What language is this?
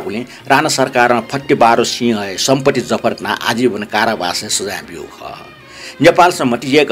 Newari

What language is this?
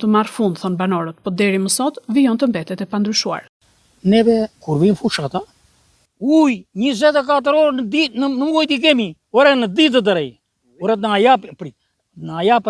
Albanian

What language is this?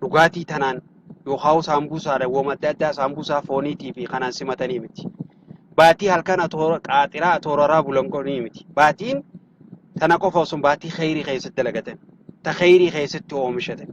Oromo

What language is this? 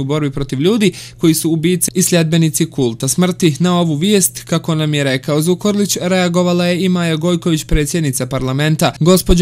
Croatian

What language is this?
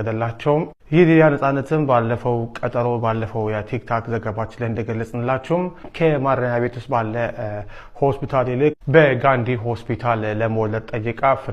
Amharic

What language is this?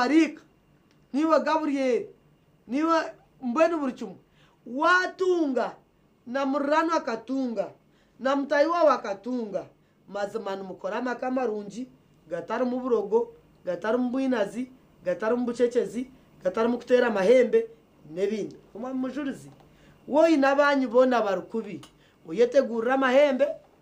Nyankole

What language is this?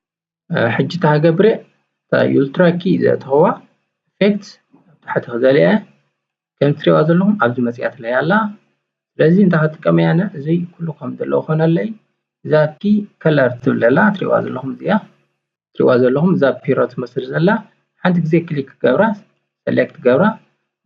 Tigrinya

